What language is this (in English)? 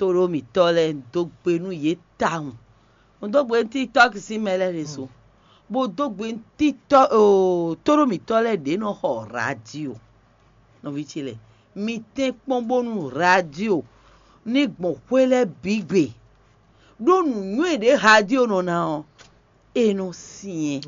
Fon